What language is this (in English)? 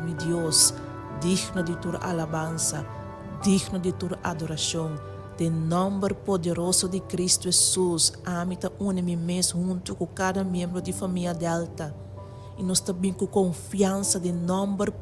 Papiamento